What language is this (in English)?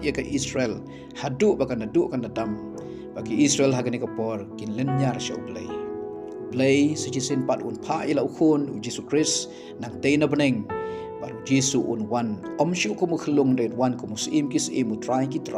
Khasi